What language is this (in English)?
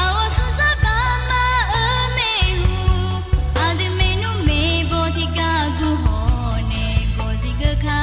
Akha